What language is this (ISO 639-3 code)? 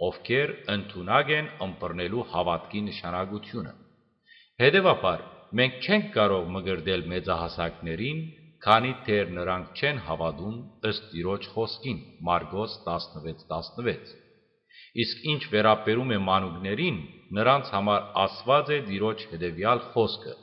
hyw